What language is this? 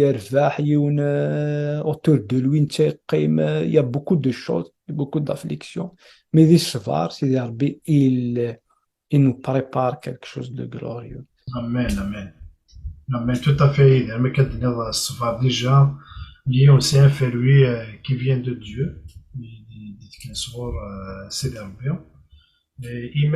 Kabyle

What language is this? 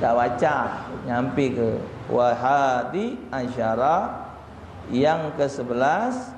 Musi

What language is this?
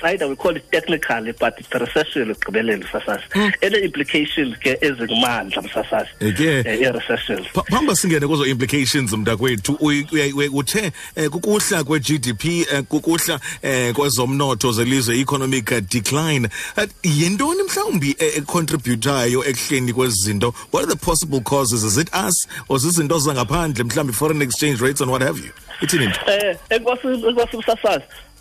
Xhosa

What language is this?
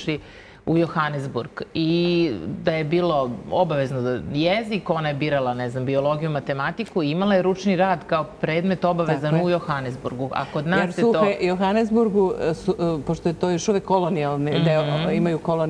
Serbian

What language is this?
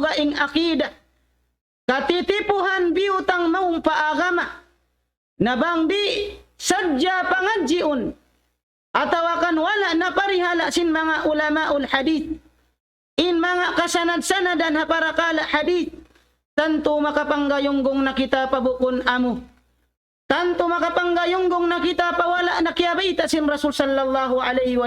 Tausug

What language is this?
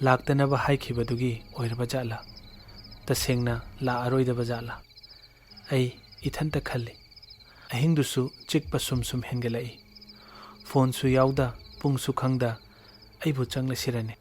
Manipuri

